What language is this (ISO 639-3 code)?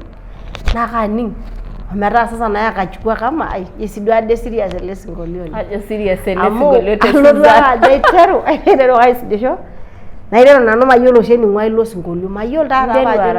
mas